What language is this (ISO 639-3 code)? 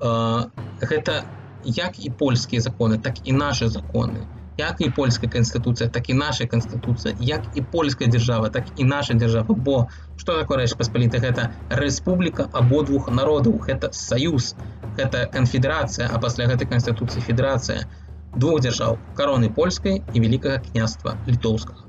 bel